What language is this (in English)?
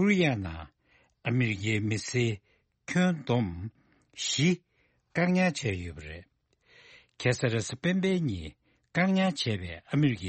Tibetan